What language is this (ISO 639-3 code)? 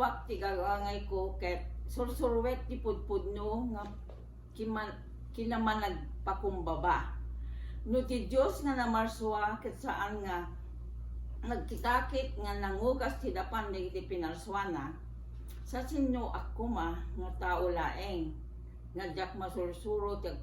ilo